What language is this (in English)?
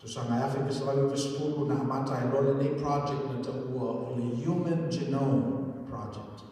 Samoan